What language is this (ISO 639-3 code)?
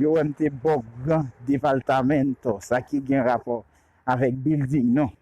hat